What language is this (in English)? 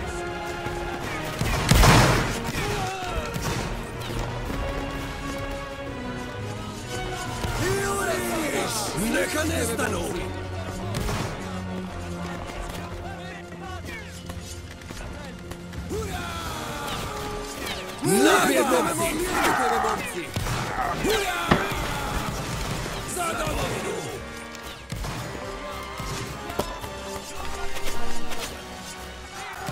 Croatian